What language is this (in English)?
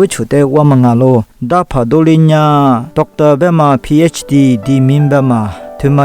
Lisu